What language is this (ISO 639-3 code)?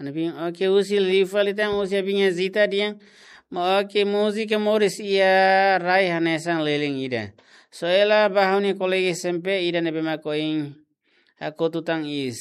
tet